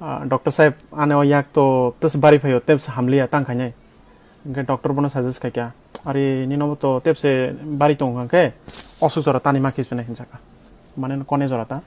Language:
Kok Borok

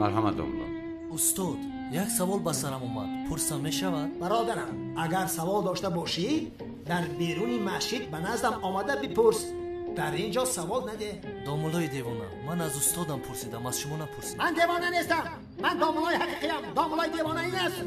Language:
Tajik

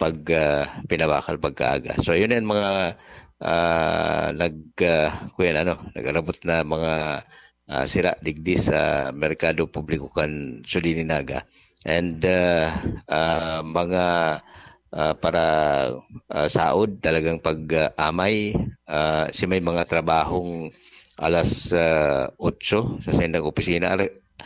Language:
Bikol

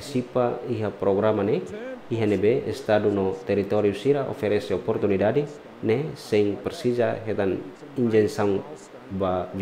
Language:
Tetum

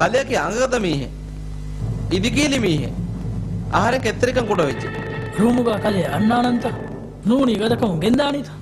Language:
Divehi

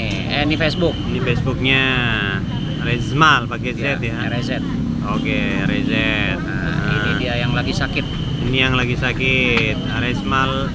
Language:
Indonesian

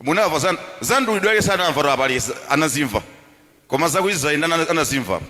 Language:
Nyanja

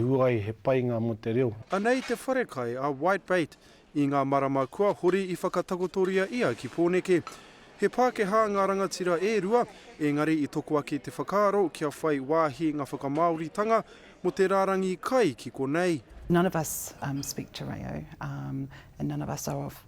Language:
Māori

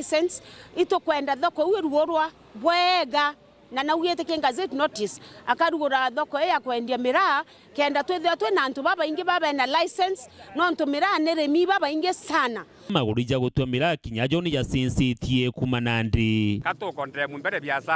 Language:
Meru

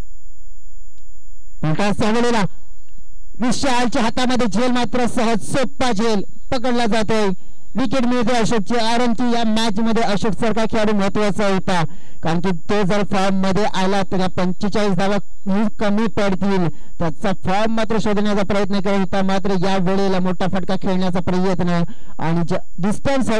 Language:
Marathi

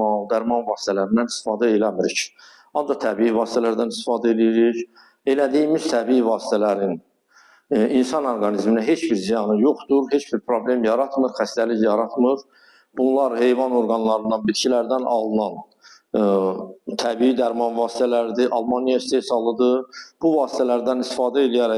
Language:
Azerbaijani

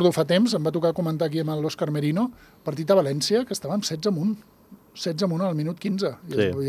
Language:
Catalan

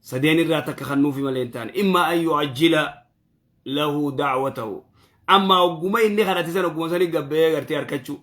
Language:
Oromo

